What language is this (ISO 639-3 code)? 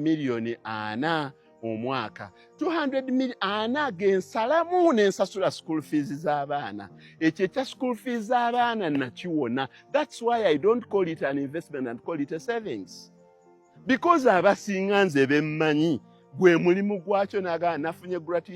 lug